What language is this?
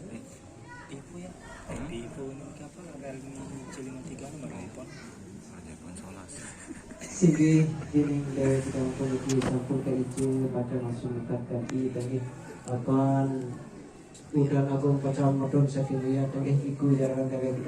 Sasak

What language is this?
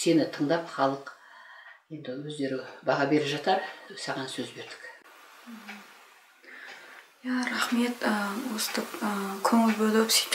Kazakh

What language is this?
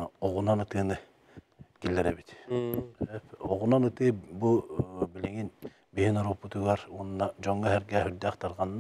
Yakut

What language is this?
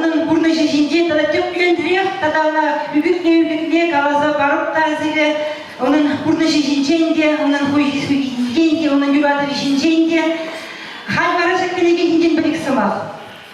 Chuvash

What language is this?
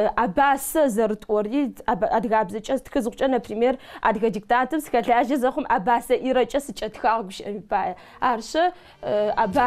Adyghe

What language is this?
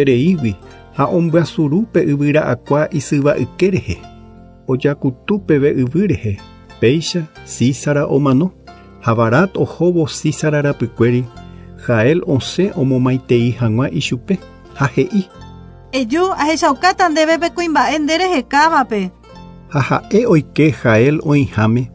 Guarani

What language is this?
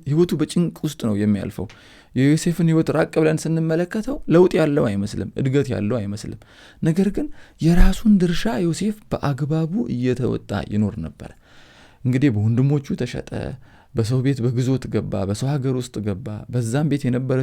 Amharic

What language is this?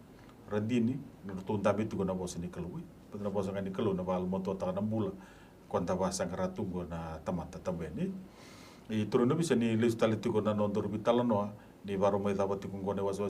Fijian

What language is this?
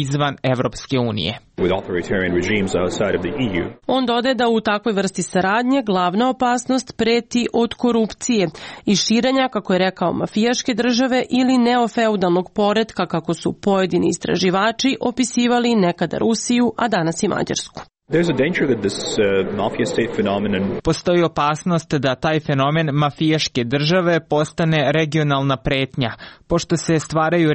Serbian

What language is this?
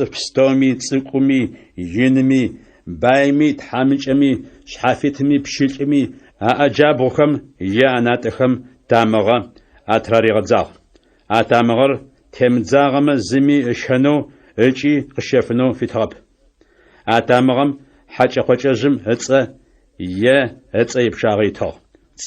Adyghe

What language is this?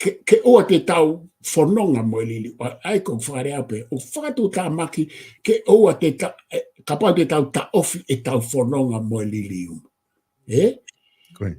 Tongan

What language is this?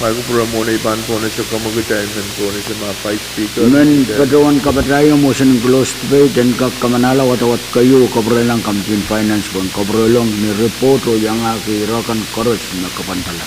Pohnpeian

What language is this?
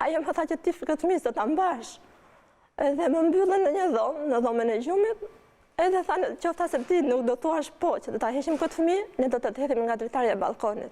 Albanian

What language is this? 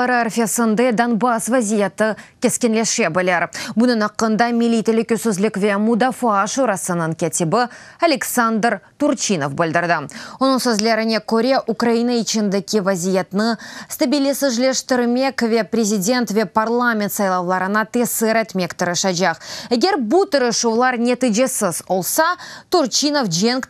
Crimean Tatar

